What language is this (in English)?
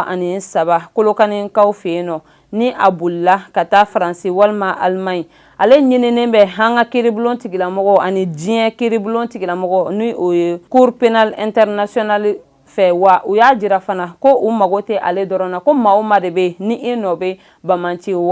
Bambara